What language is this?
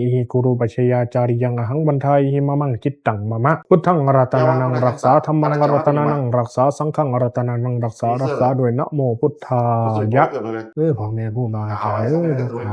Pali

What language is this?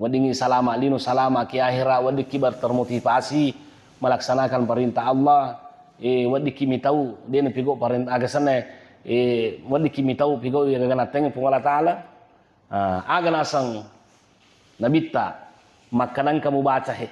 Buginese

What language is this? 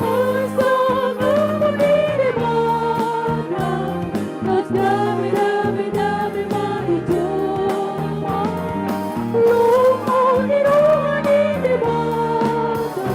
Batak Toba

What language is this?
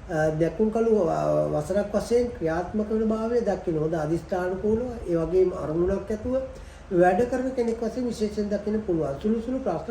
Sinhala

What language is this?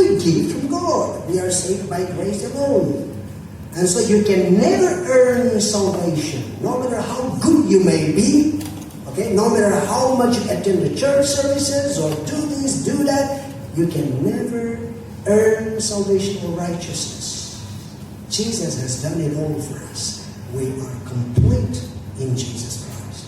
Tangkhul Naga (India)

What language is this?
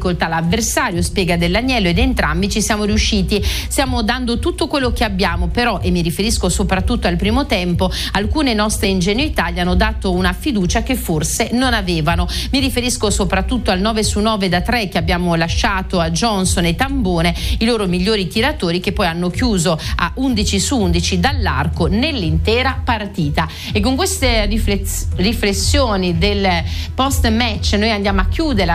Italian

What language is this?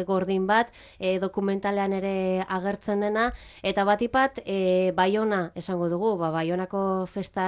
Basque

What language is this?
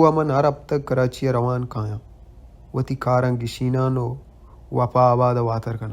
Baluchi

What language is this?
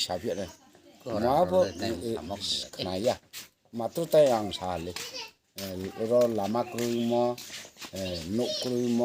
Riang (India)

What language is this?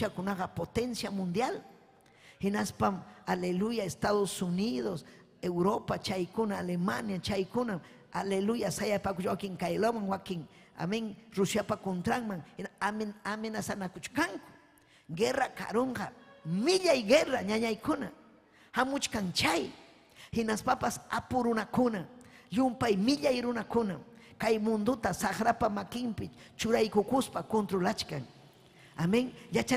Ayacucho Quechua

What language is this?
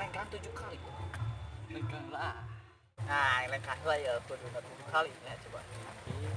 Sundanese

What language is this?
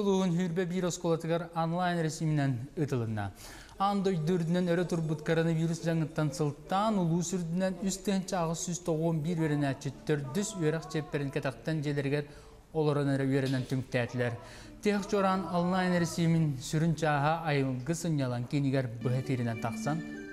Yakut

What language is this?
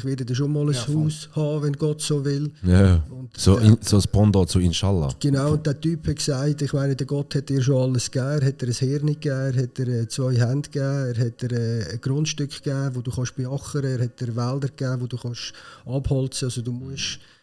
Swiss German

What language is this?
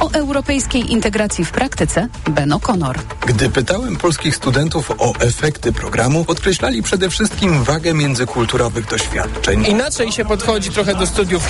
Polish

